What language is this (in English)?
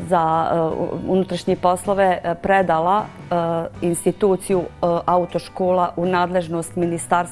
Bosnian